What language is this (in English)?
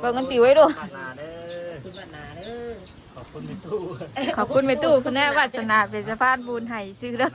Northeastern Thai